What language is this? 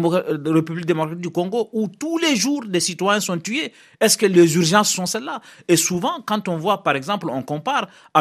French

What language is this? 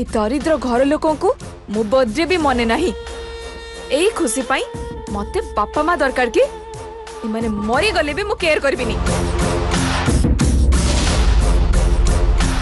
Odia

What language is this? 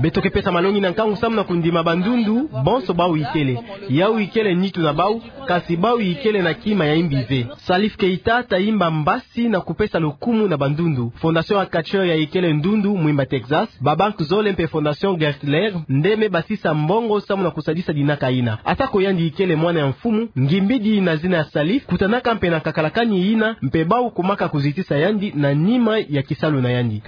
Kituba (Democratic Republic of Congo)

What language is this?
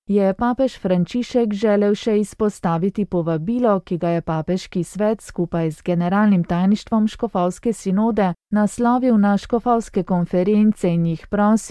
Slovenian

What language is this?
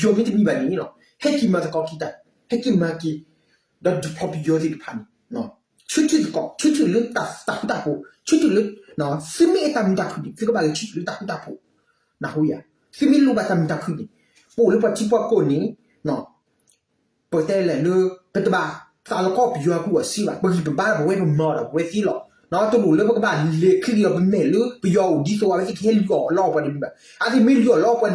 S'gaw Karen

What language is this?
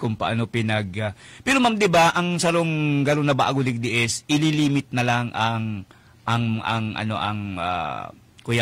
Bikol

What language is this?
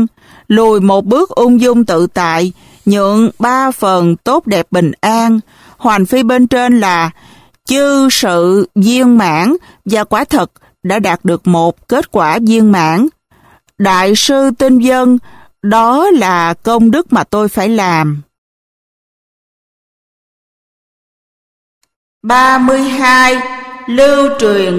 Vietnamese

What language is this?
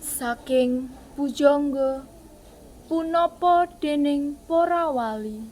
Javanese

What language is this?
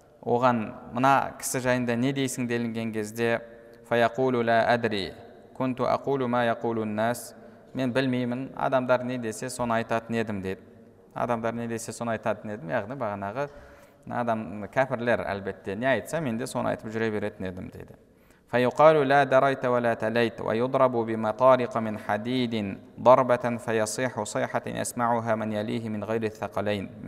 Kazakh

